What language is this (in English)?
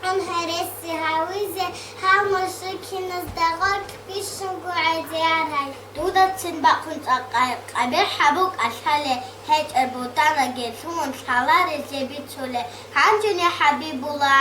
Avaric